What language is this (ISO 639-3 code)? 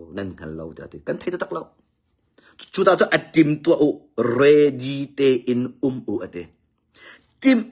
cnh